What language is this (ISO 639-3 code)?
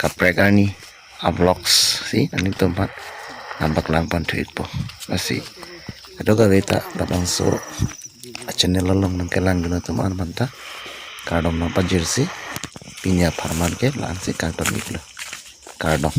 mjw